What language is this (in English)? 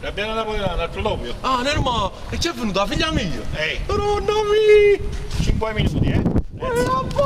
Neapolitan